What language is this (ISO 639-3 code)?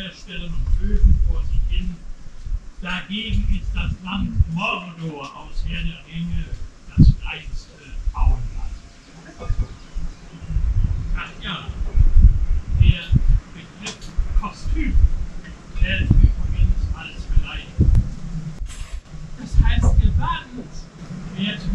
deu